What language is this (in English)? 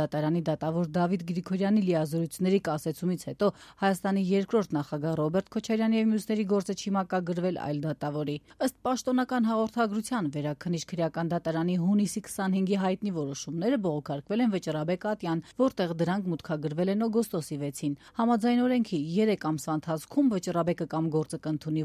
Armenian